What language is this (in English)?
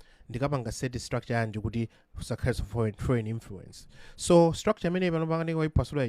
Nyanja